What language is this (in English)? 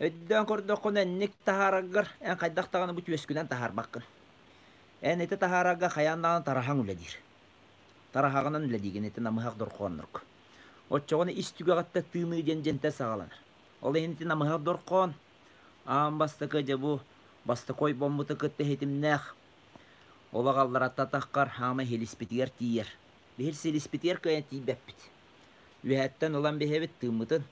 Yakut